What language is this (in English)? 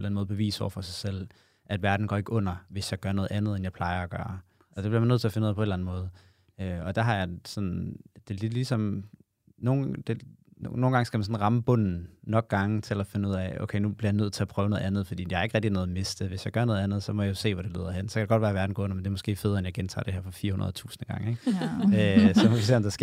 Danish